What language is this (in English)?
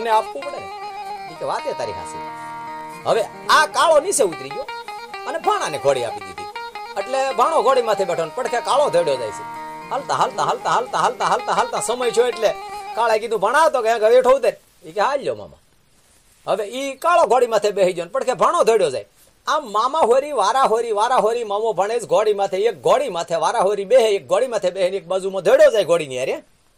Gujarati